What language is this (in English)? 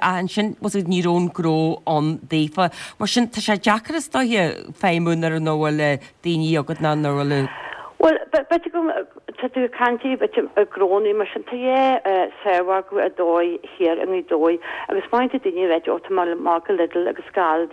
Irish